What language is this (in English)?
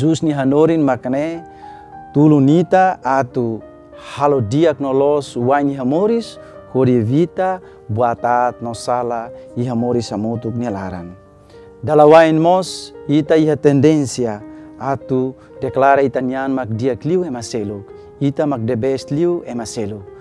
Tetum